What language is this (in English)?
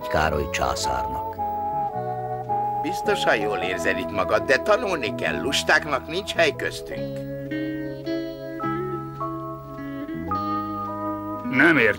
Hungarian